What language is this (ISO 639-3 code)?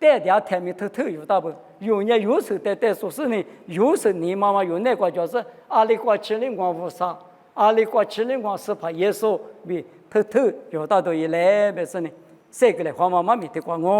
lis